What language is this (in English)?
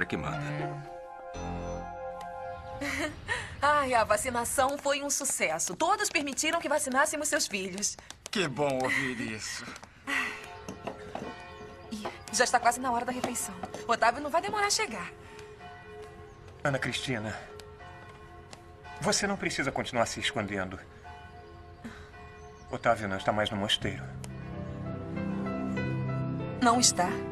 Portuguese